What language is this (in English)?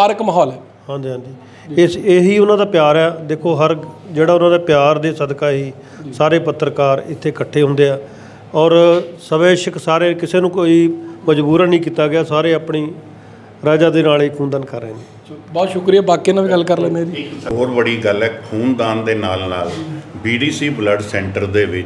Punjabi